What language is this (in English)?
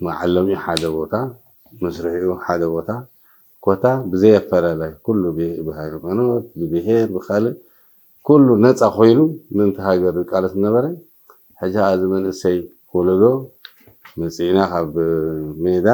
Tigrinya